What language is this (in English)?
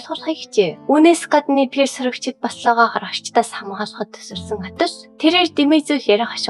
Mongolian